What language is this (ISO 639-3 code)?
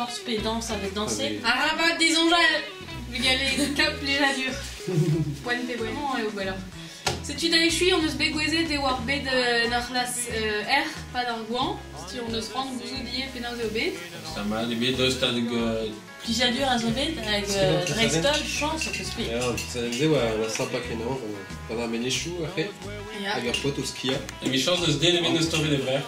bre